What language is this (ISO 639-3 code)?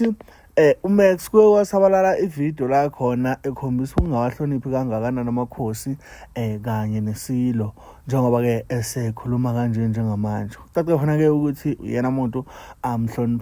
zul